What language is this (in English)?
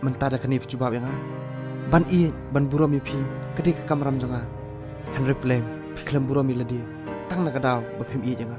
Khasi